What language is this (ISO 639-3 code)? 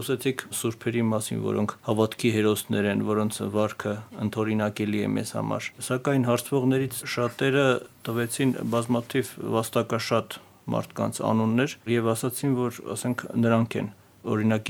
hye